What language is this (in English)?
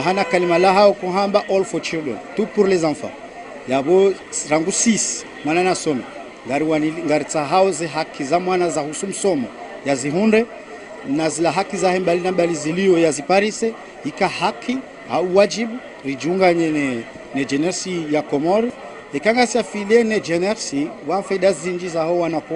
Ngazidja Comorian